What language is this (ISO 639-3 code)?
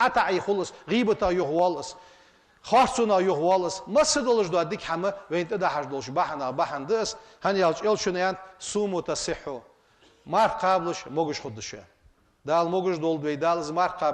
inh